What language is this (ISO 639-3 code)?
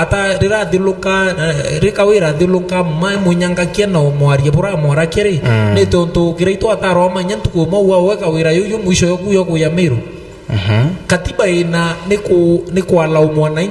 mer